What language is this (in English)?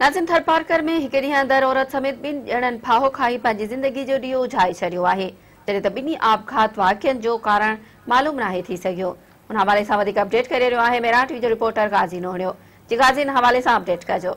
Sindhi